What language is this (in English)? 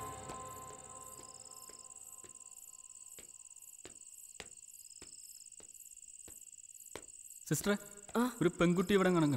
Malayalam